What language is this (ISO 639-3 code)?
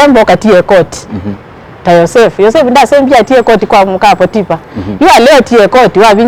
kam